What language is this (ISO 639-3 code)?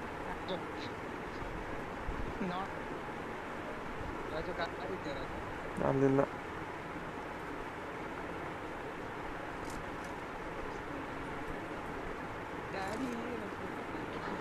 kan